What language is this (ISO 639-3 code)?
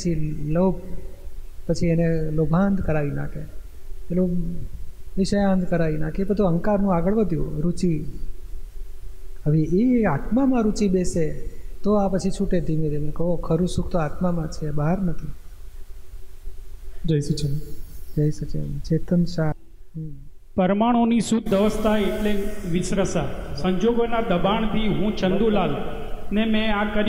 guj